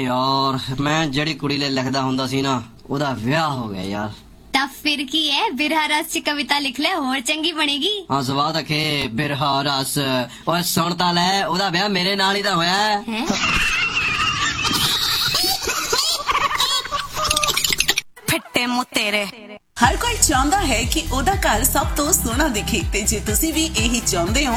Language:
Punjabi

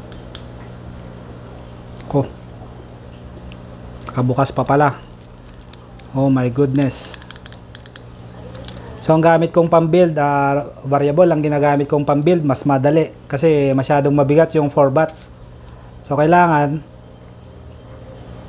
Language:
Filipino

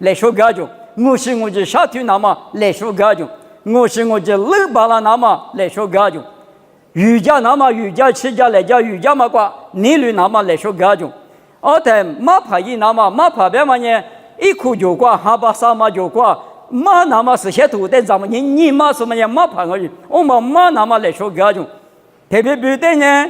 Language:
Lisu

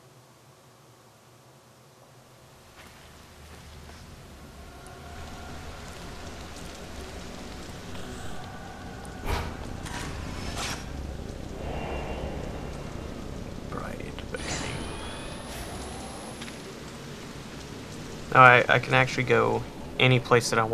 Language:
English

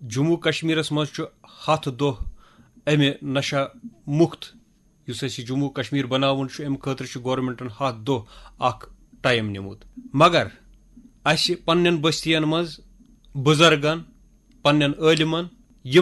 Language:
Kashmiri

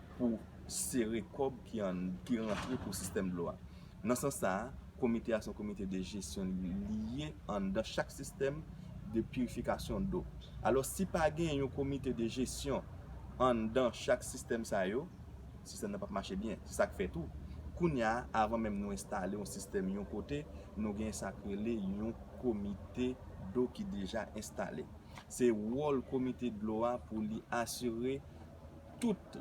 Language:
Haitian Creole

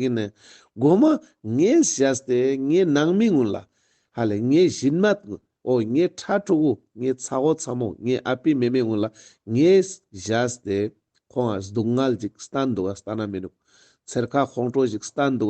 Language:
Ladakhi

